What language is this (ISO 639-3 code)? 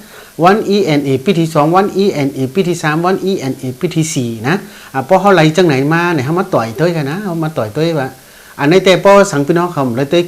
shn